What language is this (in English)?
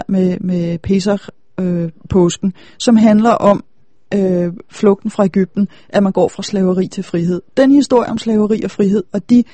Danish